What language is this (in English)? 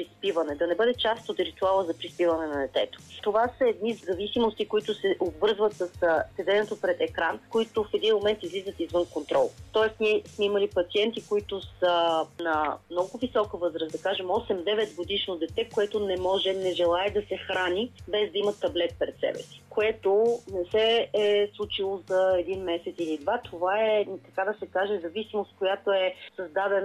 Bulgarian